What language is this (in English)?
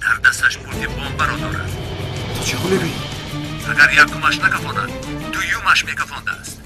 Tajik